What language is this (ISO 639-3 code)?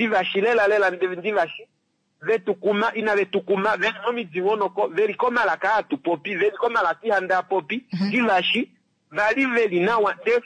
kua